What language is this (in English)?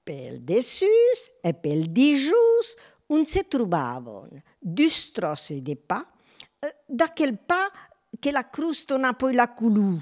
Occitan